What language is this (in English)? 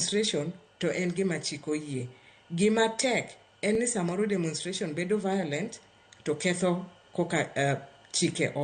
Luo (Kenya and Tanzania)